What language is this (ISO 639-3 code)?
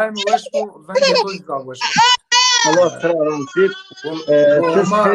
zza